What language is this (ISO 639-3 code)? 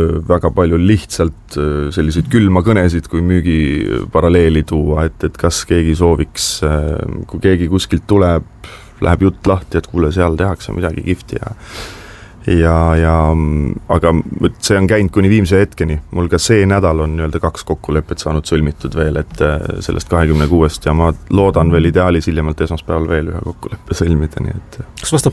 est